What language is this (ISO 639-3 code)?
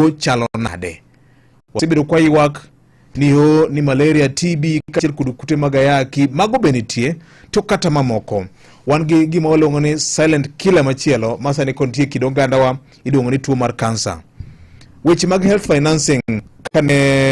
luo